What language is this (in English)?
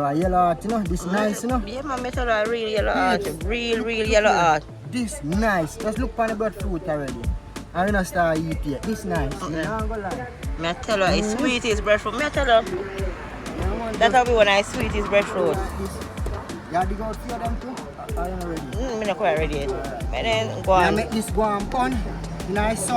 Jamaican Creole English